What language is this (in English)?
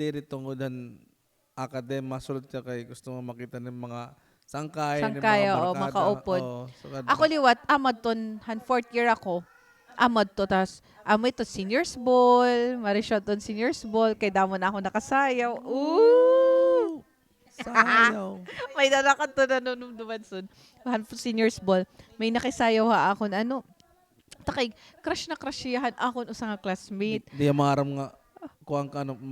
Waray